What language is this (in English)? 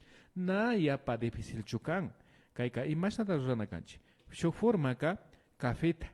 Imbabura Highland Quichua